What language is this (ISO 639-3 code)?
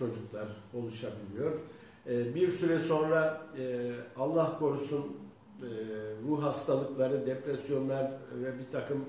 tur